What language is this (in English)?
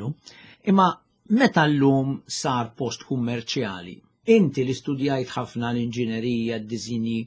Maltese